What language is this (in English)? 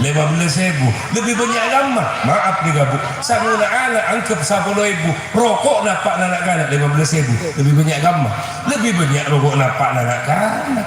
Madurese